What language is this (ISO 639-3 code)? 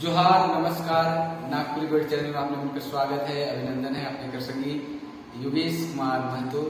sck